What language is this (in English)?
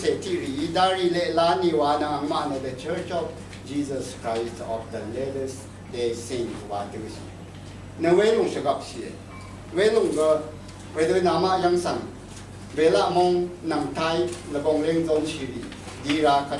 Rawang